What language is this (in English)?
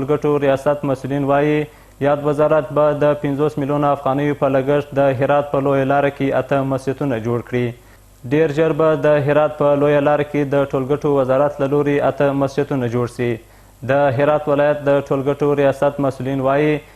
Pashto